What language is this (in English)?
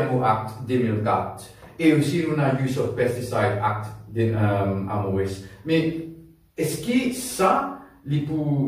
Morisyen